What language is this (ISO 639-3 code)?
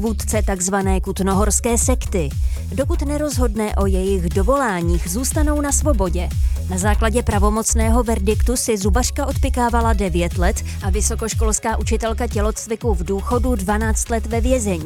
ces